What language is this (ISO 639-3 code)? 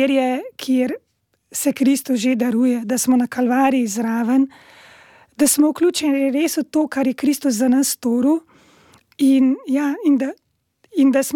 slv